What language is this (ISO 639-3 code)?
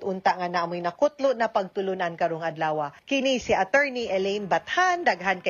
ceb